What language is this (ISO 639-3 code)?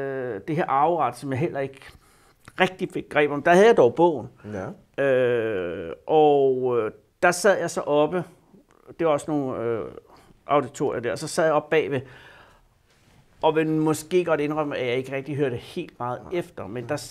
dan